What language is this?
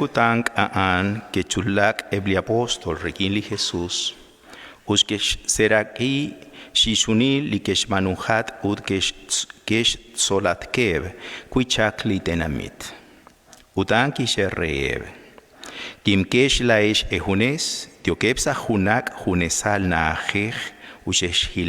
Kekchí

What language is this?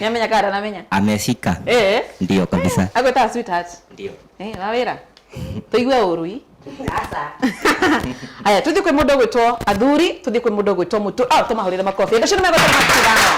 Kikuyu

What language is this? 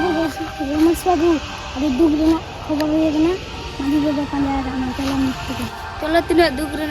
Santali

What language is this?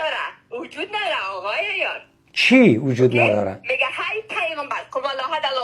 Persian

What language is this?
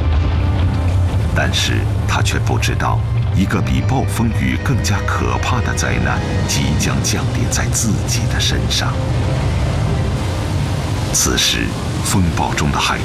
Chinese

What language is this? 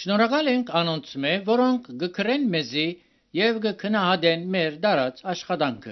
Armenian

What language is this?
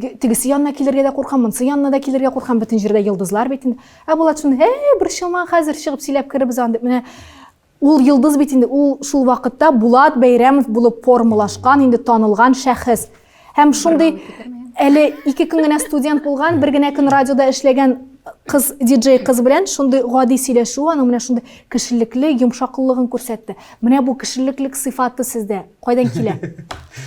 Tatar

